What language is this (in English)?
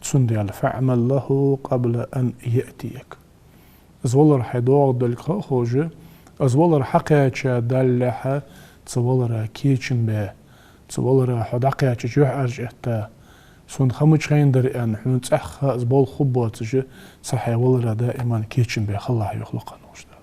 Ingush